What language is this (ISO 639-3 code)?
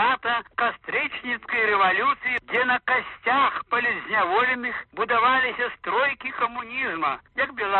bel